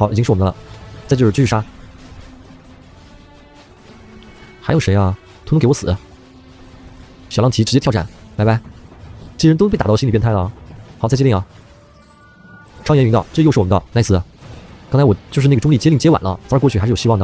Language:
Chinese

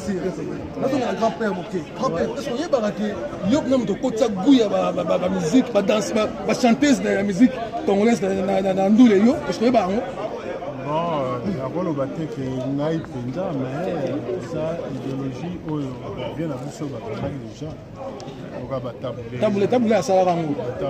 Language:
Lingala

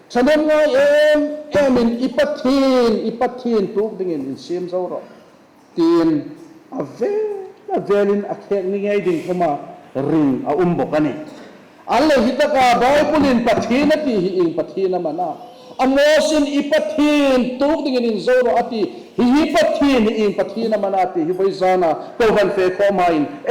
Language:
Hmar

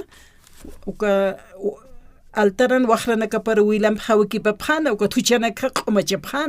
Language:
Aymara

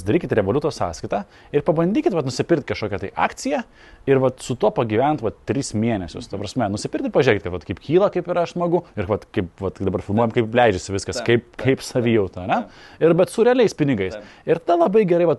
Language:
Lithuanian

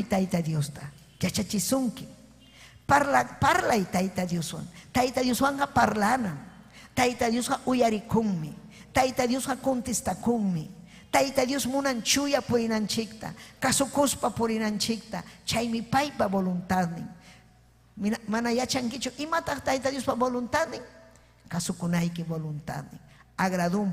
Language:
Ayacucho Quechua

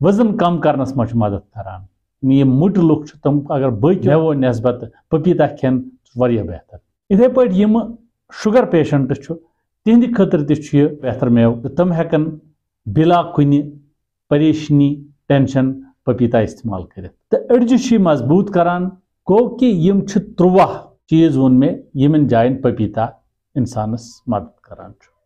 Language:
Kashmiri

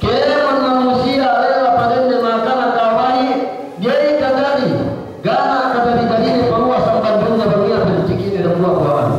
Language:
Yakan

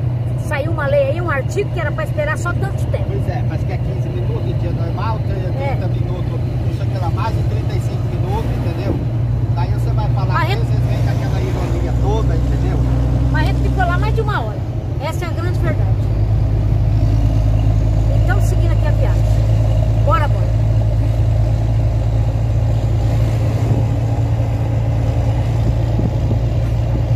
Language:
Portuguese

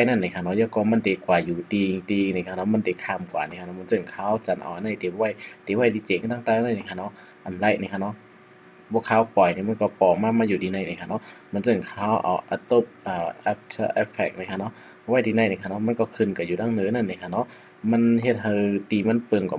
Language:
Shan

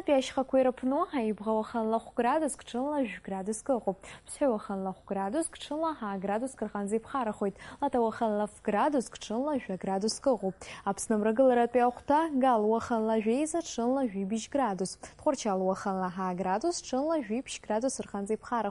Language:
Abkhazian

